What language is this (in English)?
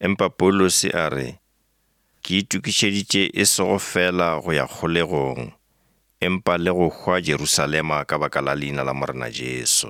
Northern Sotho